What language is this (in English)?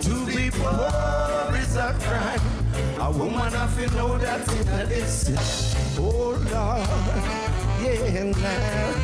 Jamaican Creole English